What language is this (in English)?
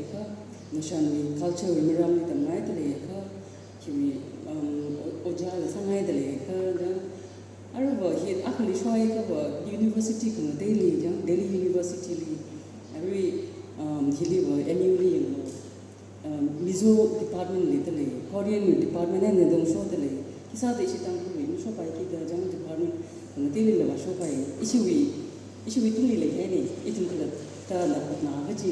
Tangkhul Naga (India)